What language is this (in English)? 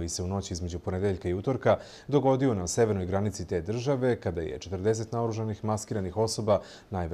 Serbian